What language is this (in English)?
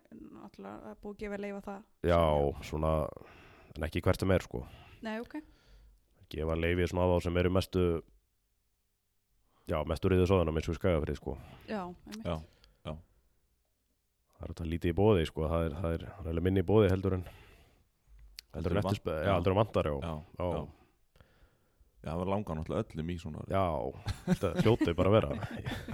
Icelandic